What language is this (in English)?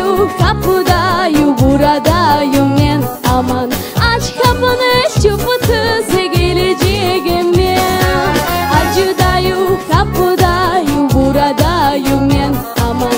Crimean Tatar